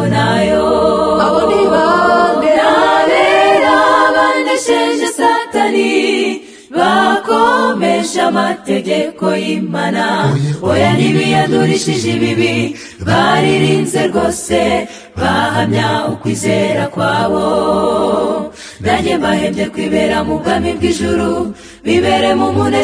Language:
Kinyarwanda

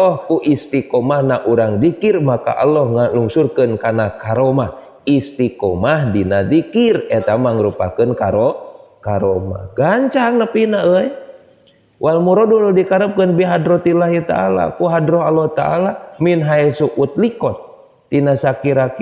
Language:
Sundanese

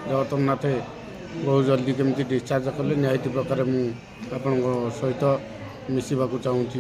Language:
Odia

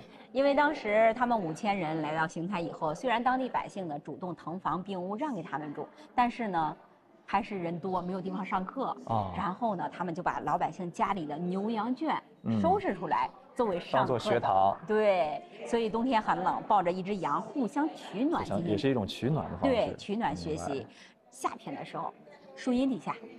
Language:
Chinese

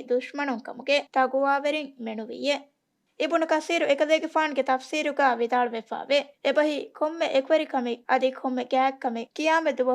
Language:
Divehi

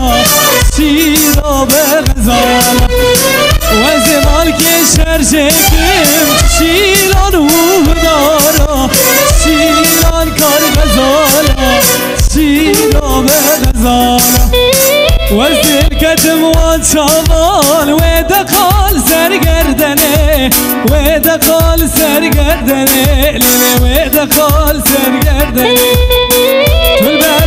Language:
Persian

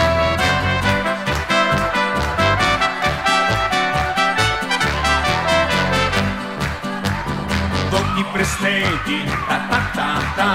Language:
Slovenian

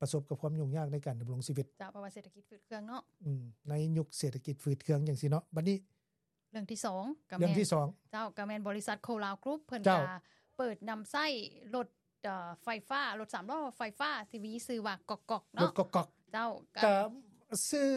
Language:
Lao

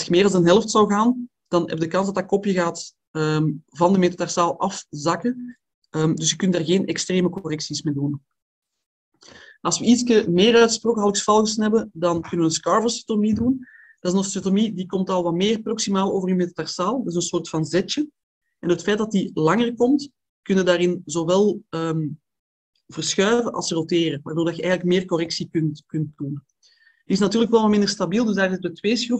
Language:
Dutch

